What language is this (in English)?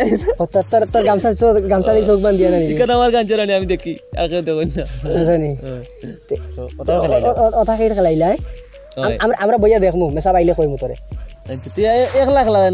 Sylheti